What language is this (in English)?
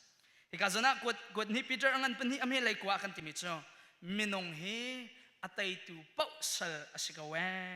Hakha Chin